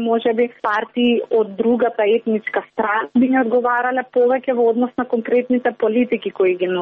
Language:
Macedonian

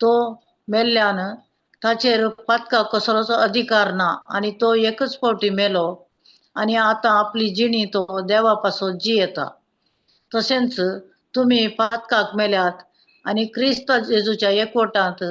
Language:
Konkani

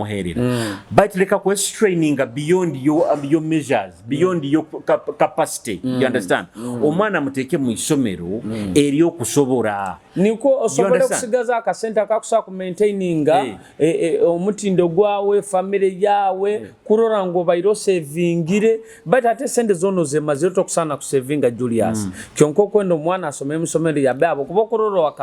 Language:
Nyoro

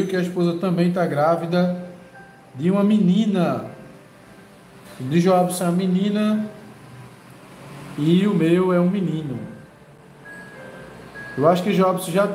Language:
Portuguese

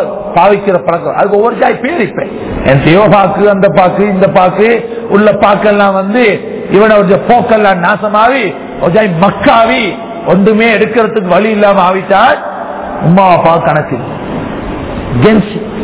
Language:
Tamil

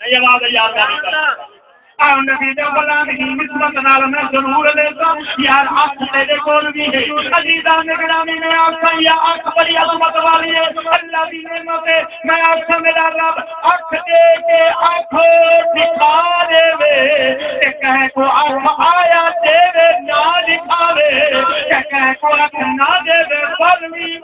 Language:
Saraiki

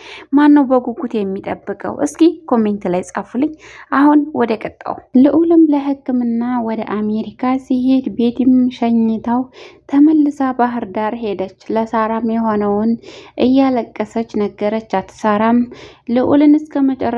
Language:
Amharic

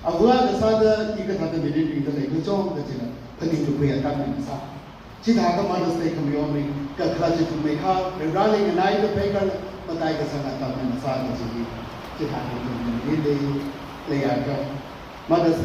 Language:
Tangkhul Naga (India)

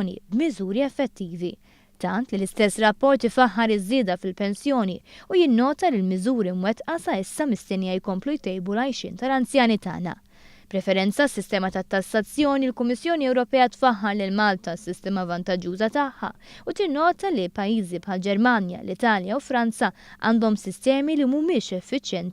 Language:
Maltese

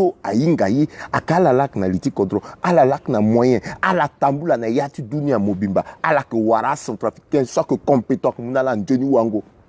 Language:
Sango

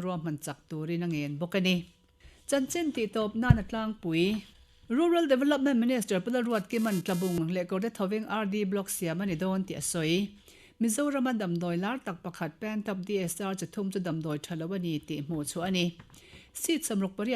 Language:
Mizo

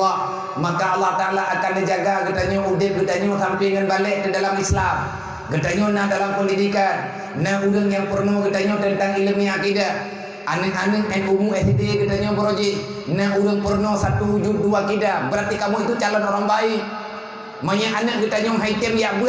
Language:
Achinese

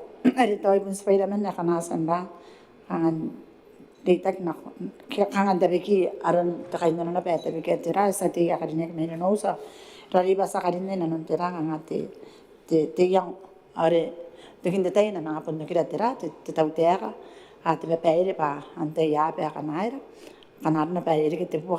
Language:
Gilbertese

